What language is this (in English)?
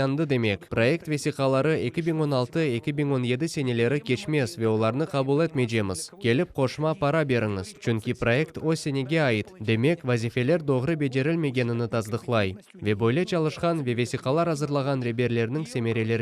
Crimean Tatar